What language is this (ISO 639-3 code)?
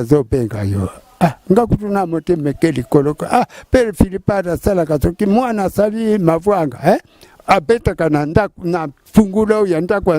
lin